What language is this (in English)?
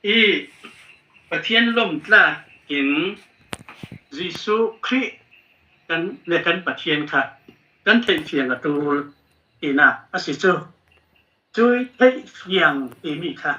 Falam Chin